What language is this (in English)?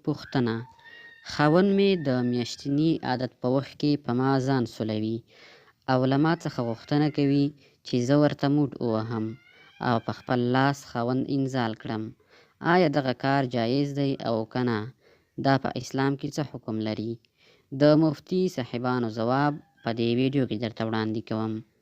Pashto